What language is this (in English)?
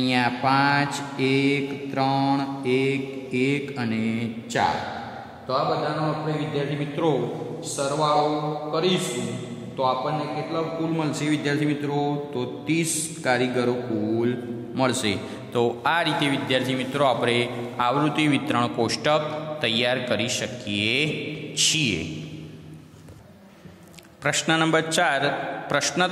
Gujarati